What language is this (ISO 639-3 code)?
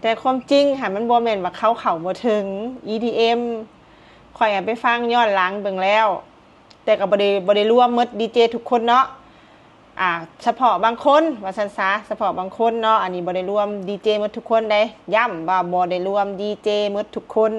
lao